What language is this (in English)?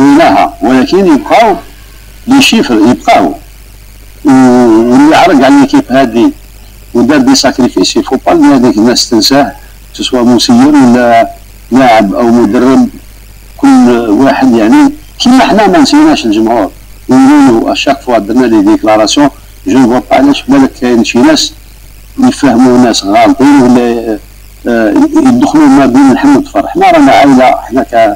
Algerian Arabic